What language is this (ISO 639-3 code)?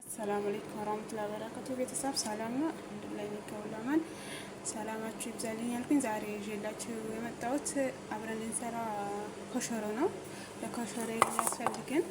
amh